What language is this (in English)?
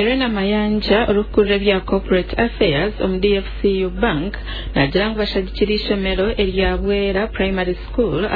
Nyankole